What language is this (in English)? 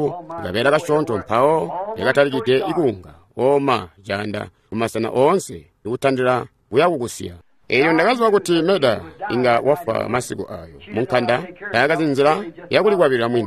Tonga (Zambia)